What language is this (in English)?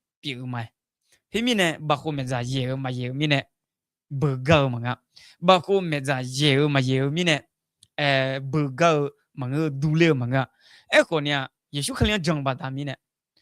Akha